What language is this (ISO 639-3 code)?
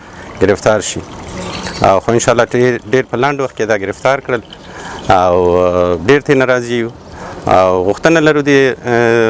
pus